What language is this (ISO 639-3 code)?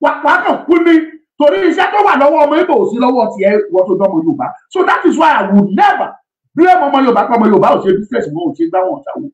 yor